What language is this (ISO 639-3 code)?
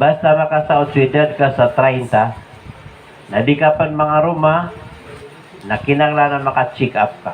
mrw